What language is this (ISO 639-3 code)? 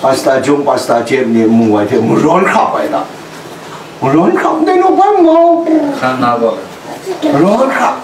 kac